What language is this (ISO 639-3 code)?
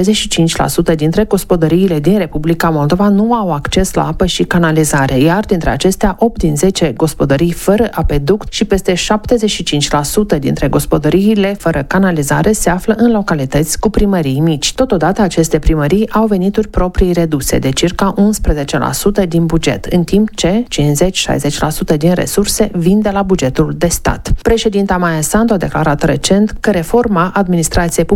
ron